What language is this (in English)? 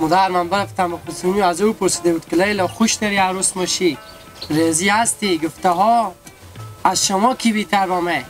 Hazaragi